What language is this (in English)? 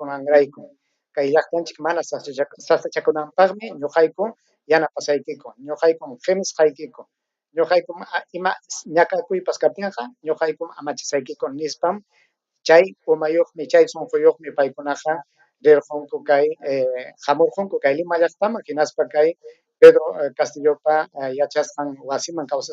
Ayacucho Quechua